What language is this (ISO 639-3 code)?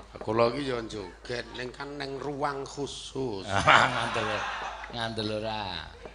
jav